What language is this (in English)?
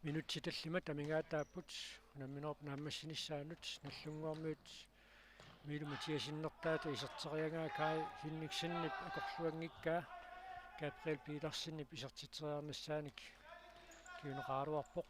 Kalaallisut